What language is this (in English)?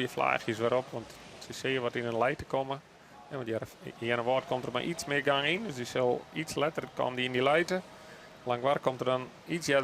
Western Frisian